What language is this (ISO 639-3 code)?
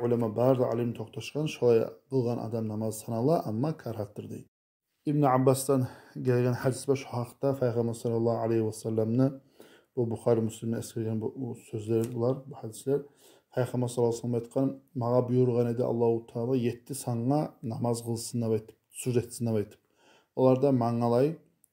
kum